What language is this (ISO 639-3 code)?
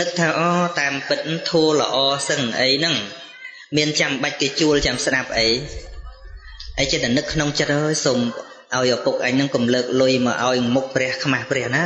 khm